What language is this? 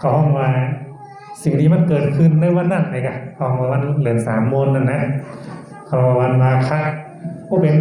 Shan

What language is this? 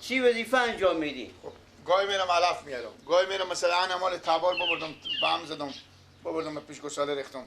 Persian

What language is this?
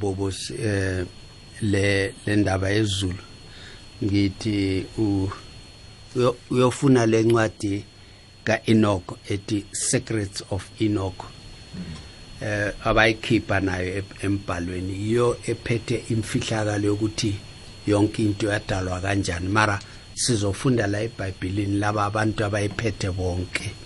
South Ndebele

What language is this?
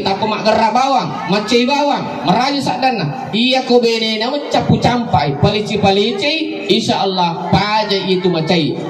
Buginese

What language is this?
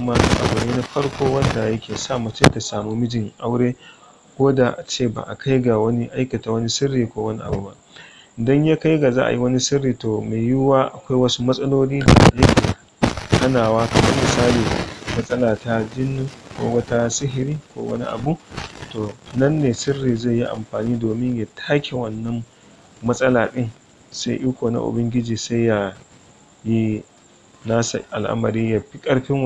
Hausa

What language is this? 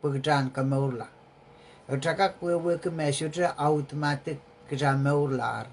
Pohnpeian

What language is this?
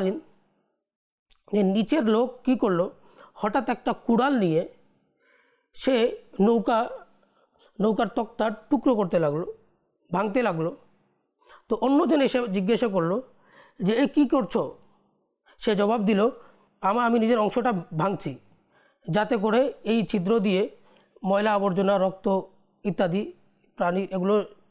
Bangla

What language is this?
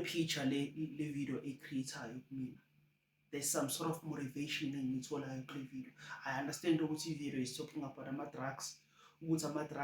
Zulu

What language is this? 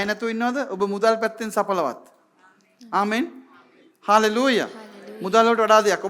Sinhala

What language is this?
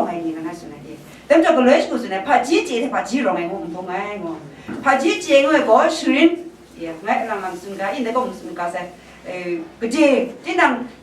Kachin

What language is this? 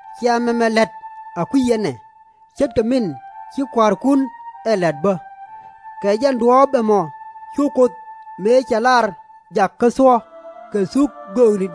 Nuer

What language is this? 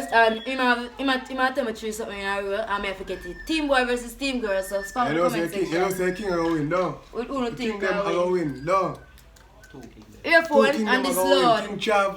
Jamaican Creole English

